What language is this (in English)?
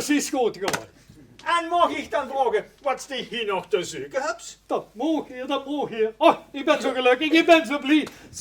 Limburgish